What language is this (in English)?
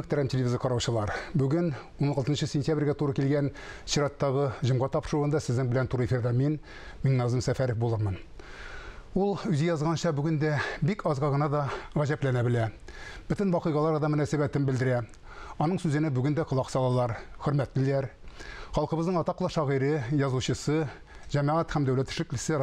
Tatar